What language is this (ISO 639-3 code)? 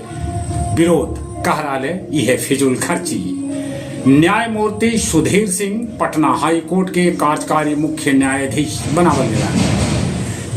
mag